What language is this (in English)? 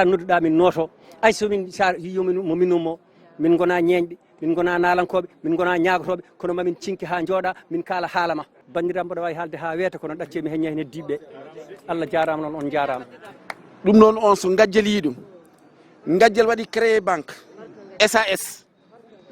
Fula